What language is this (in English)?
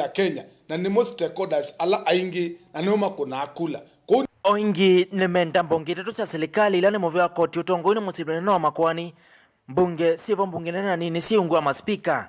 Kamba